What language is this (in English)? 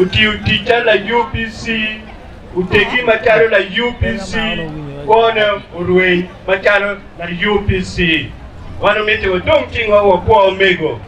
Acoli